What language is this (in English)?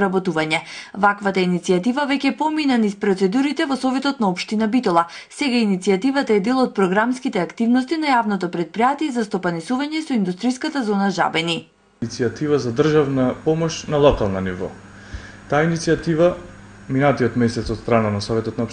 Macedonian